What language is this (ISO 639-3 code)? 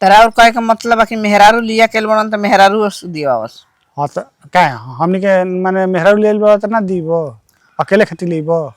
bho